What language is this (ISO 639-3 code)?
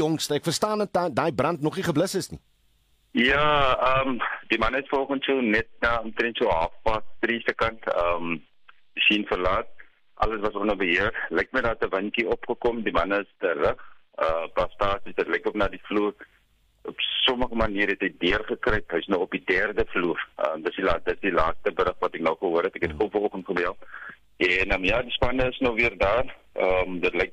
afr